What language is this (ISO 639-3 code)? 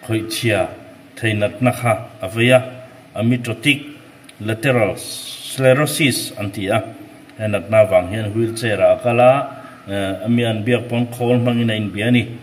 lus